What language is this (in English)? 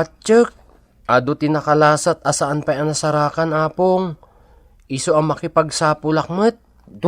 Iloko